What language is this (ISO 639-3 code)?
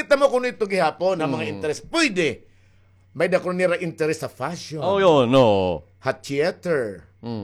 war